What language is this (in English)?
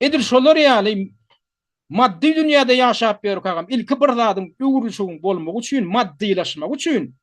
Turkmen